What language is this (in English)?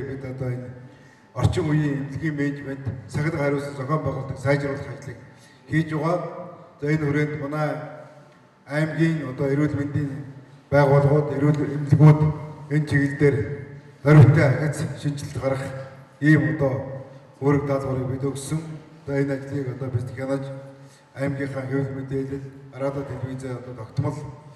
Mongolian